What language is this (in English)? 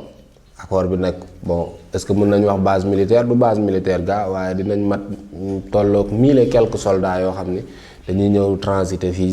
Wolof